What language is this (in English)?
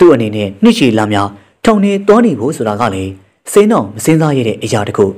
Burmese